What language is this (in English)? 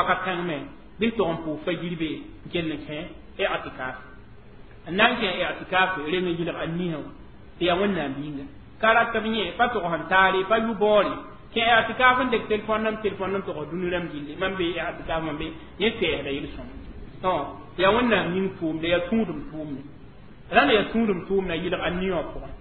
Mossi